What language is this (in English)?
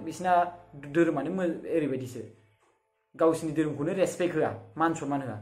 Bodo